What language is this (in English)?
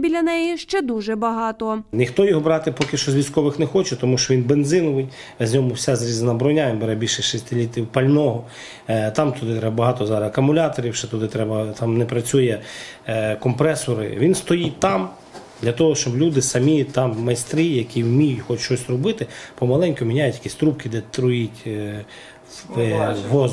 Ukrainian